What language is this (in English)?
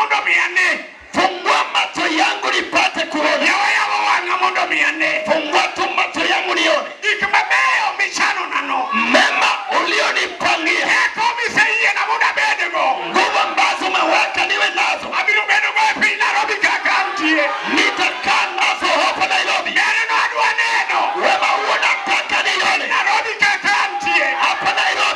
Luo (Kenya and Tanzania)